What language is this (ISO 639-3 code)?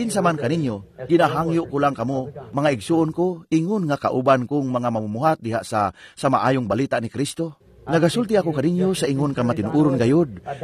ceb